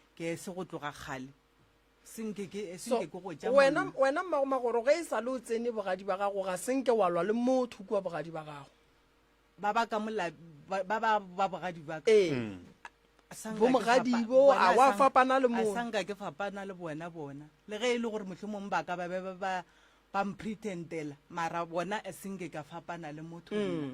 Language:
Northern Sotho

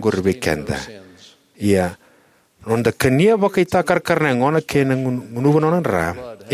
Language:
Fijian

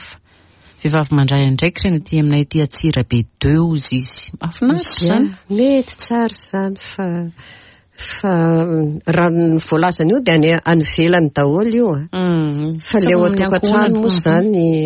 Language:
Malagasy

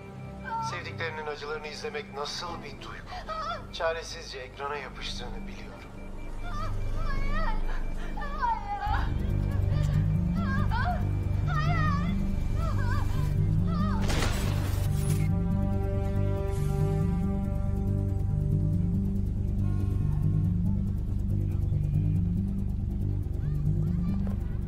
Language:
Turkish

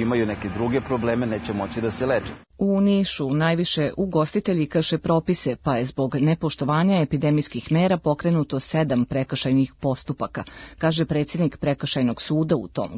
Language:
Serbian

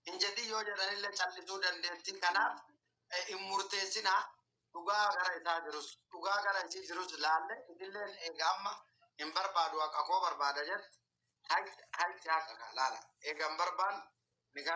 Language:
Oromo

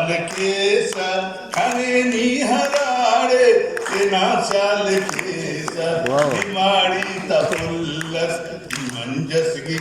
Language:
Brahui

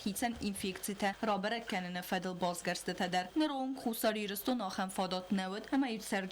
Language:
Ossetic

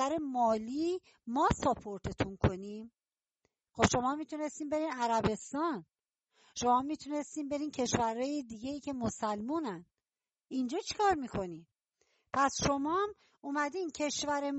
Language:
Persian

